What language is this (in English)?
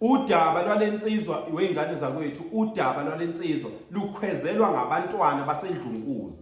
Zulu